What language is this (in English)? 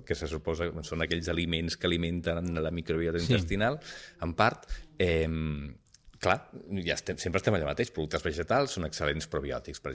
Catalan